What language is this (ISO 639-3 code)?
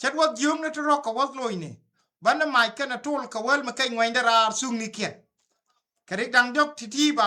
nus